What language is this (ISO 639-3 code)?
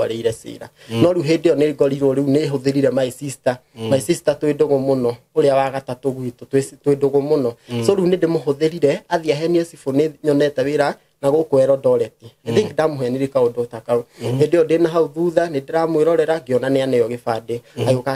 kik